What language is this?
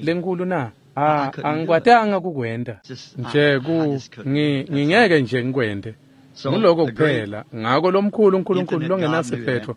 Swati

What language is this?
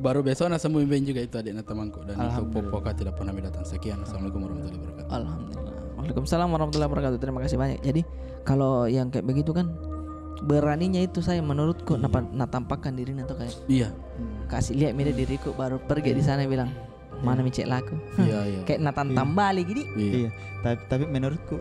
Makassar Malay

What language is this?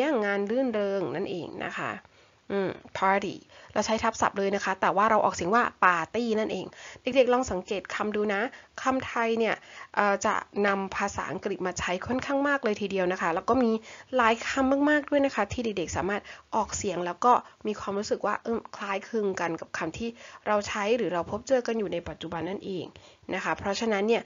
Thai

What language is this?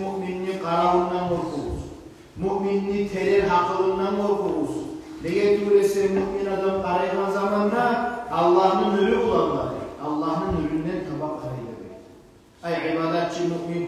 Kumyk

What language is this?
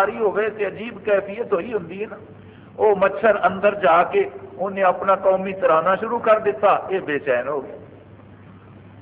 Urdu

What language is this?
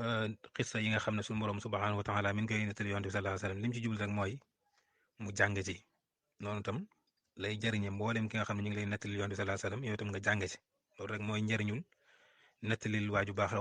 Wolof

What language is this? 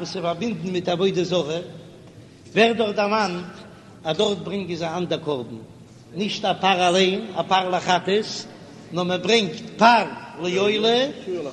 Yiddish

